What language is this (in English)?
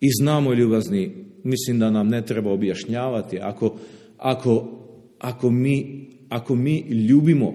Serbian